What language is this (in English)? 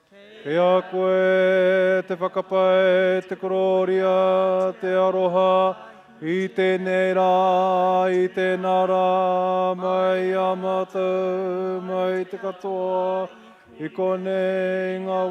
Māori